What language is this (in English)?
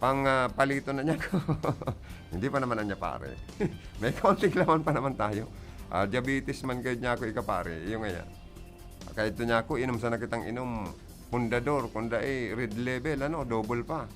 Bikol